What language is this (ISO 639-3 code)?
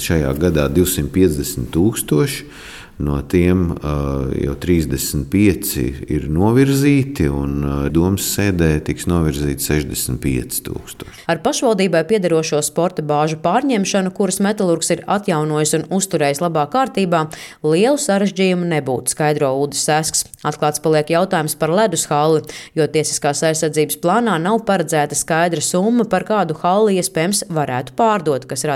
lav